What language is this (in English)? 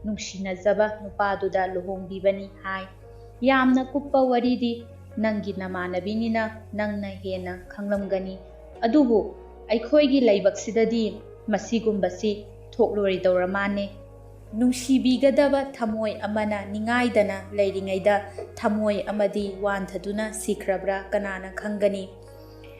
Manipuri